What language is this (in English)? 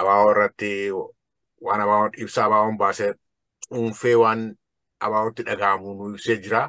Oromo